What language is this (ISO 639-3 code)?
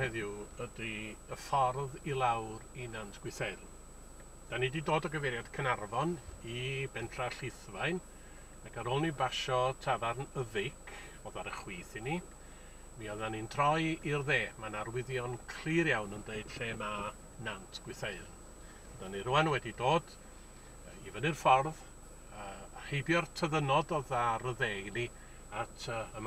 cym